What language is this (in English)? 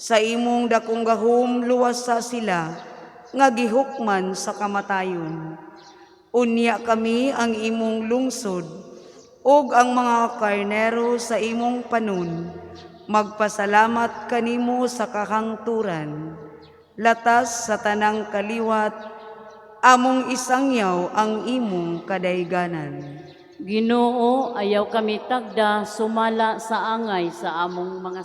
Cebuano